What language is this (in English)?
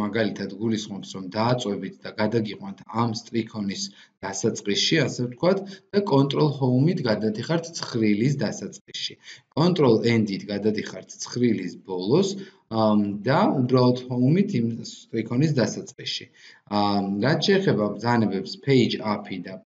Georgian